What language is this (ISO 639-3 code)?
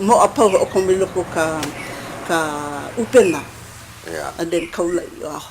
haw